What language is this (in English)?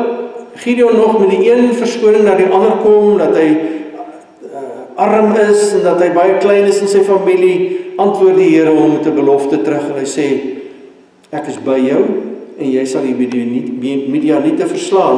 Afrikaans